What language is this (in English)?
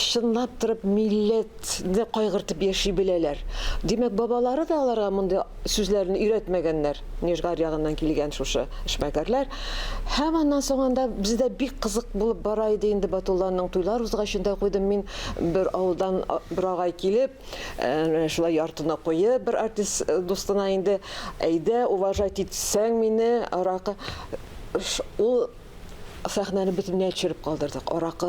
Tatar